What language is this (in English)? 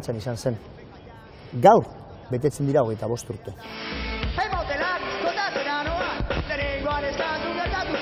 Basque